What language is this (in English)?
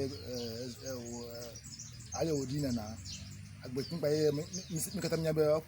Ewe